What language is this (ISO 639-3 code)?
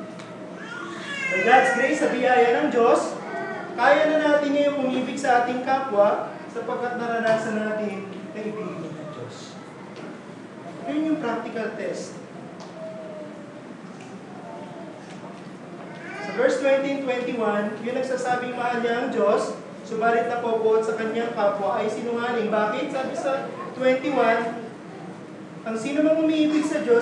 fil